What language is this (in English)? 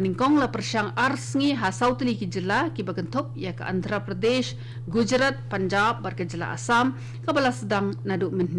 Khasi